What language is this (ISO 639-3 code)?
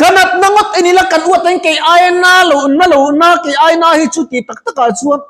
lus